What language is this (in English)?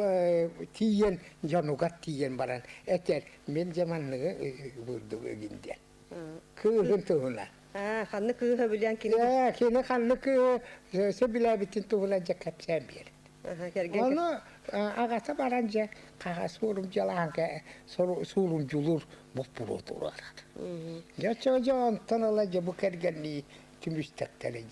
Yakut